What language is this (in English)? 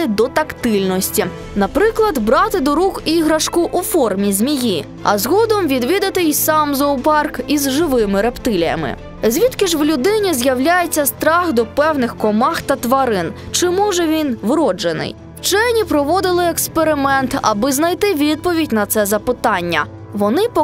Ukrainian